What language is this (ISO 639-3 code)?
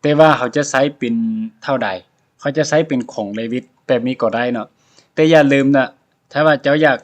lao